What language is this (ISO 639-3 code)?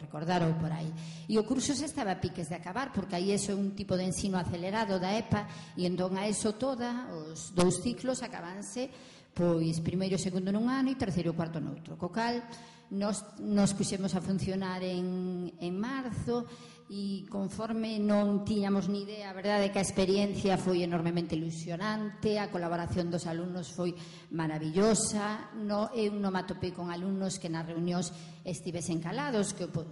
glg